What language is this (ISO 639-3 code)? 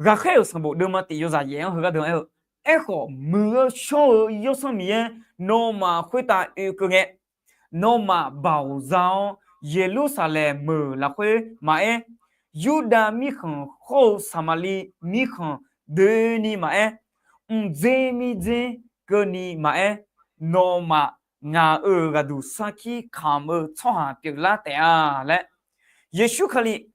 ahk